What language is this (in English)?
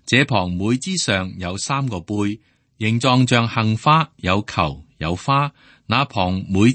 Cantonese